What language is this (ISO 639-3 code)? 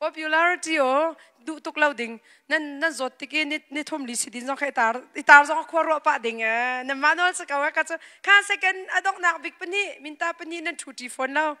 cnh